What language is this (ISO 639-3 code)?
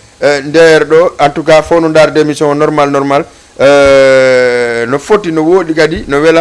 ful